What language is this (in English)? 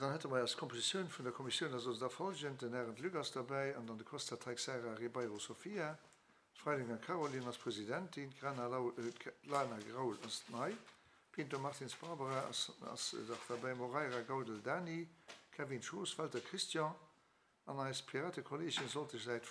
Luxembourgish